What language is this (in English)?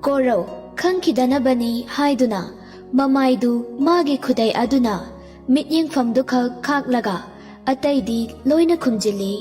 Manipuri